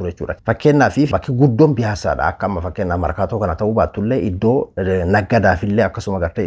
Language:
Oromo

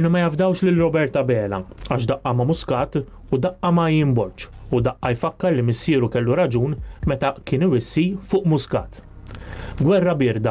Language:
Maltese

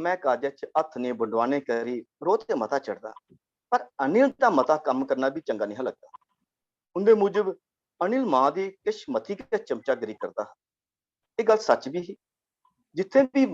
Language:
Dogri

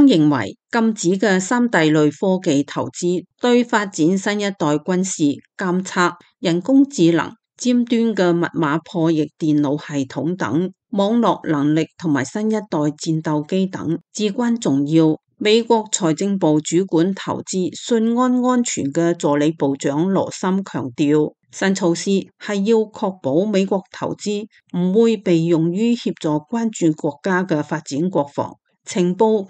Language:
Cantonese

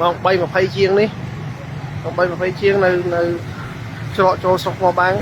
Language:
Khmer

